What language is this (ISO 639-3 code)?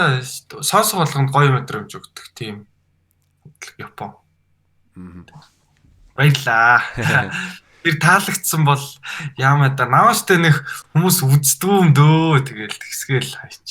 mon